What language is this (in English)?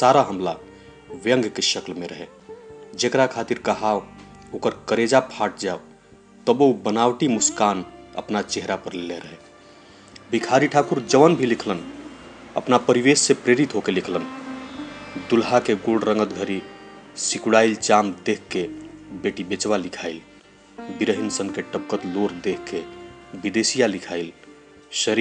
Bhojpuri